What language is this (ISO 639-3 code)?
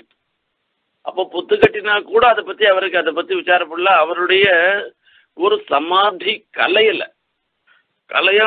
tam